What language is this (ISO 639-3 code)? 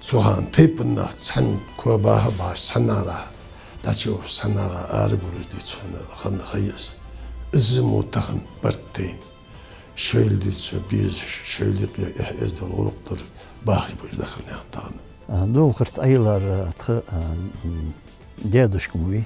inh